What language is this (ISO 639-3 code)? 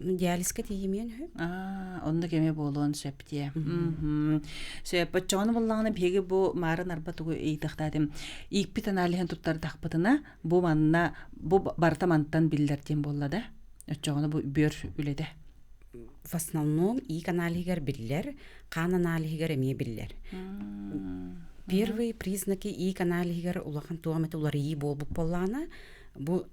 sah